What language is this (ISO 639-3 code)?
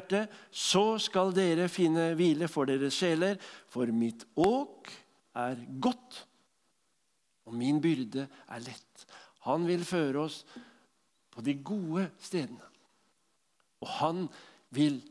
nor